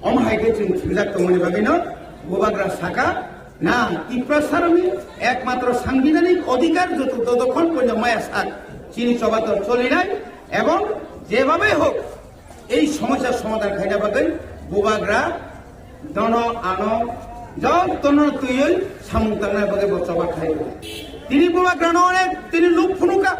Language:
Kok Borok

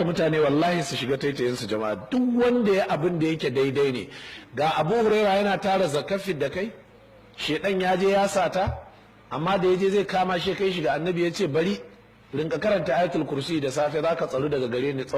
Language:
Hausa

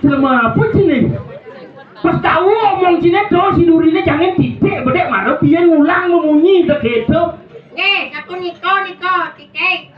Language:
Balinese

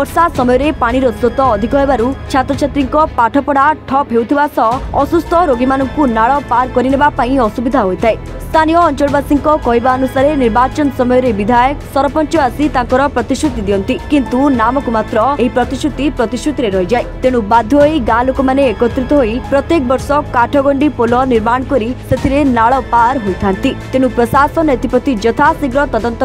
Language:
Odia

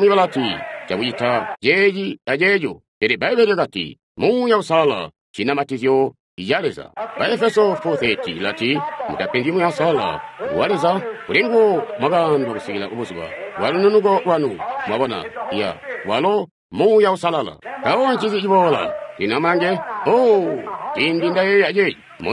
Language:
Tonga (Zambia)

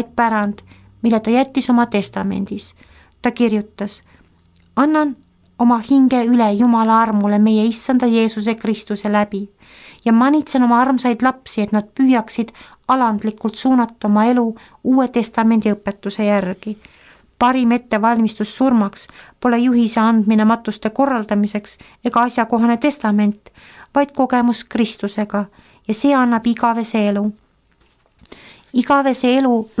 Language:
Estonian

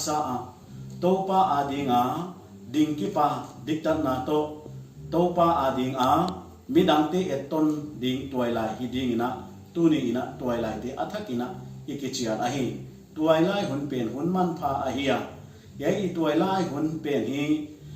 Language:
Paite Chin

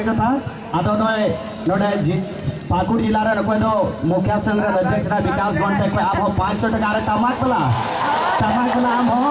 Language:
Santali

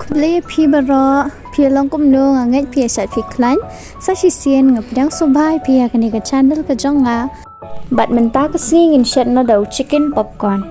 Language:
Khasi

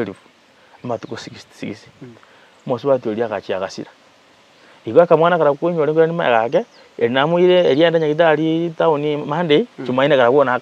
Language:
Gusii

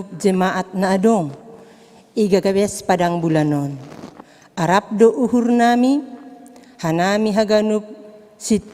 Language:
Batak Simalungun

